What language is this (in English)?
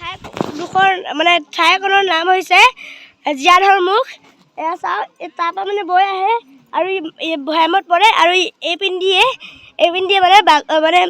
Assamese